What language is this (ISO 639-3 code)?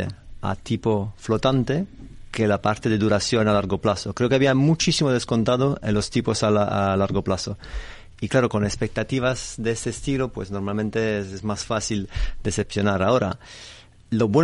spa